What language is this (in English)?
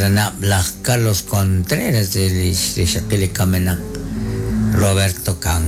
Kekchí